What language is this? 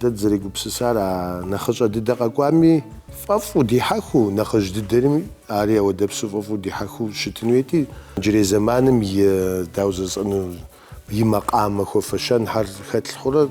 Kabardian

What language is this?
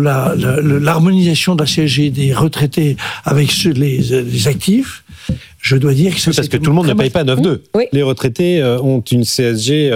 French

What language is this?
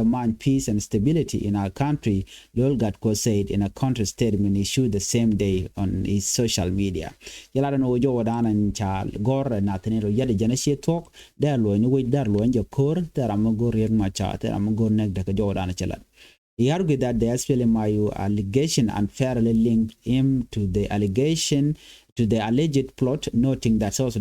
Nuer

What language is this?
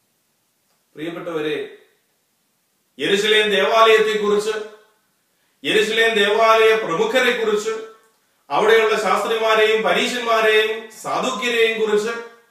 Malayalam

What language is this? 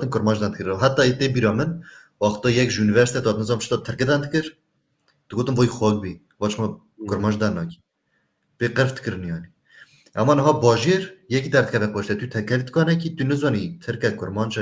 Kurdish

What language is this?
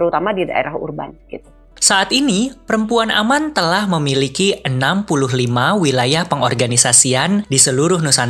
Indonesian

